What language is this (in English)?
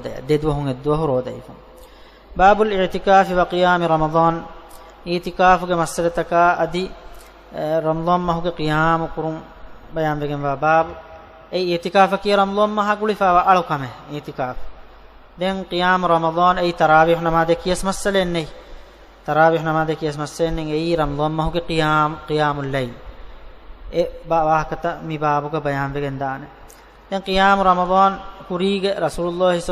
Divehi